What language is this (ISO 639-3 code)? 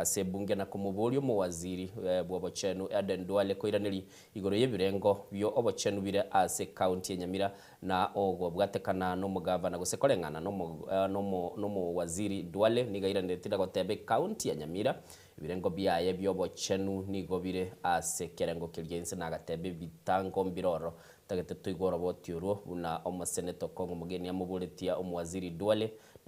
guz